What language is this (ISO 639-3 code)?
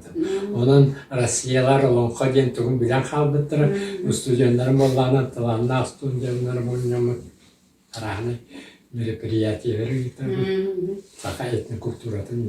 sah